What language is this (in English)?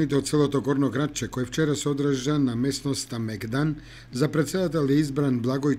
Macedonian